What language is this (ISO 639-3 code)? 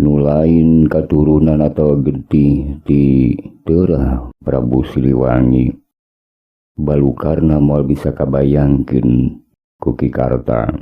sun